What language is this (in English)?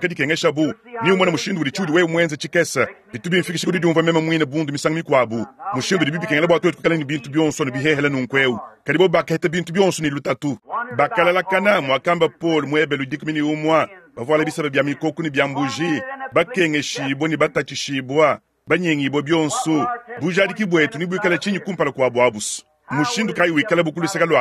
Luba-Lulua